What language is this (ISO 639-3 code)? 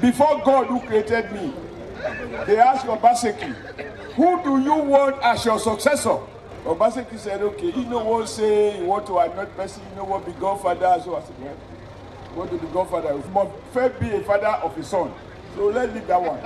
pcm